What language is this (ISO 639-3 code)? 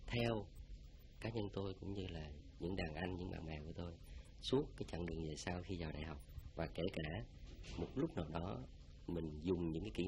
vie